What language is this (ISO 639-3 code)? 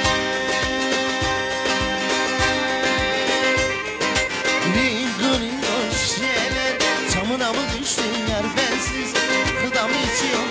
tur